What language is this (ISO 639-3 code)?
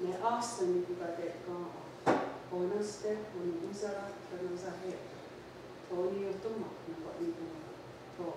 moh